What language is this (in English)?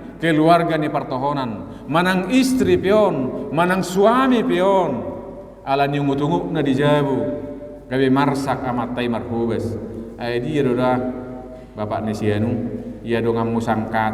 Batak Toba